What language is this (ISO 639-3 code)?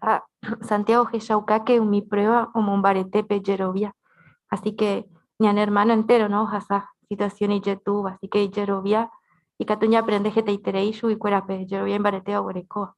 grn